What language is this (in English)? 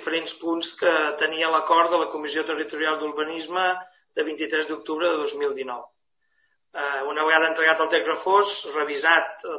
Catalan